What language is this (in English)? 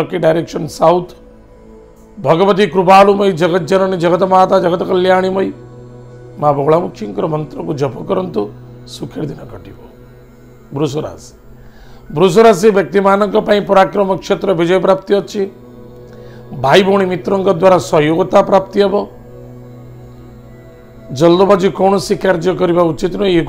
Odia